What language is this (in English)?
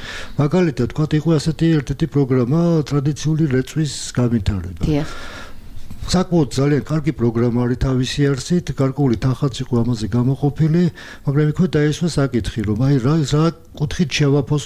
Georgian